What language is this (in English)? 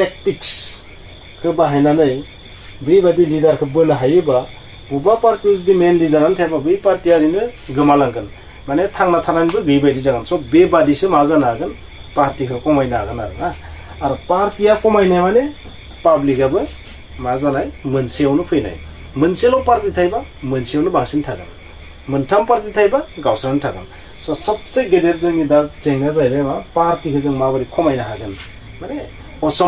Bodo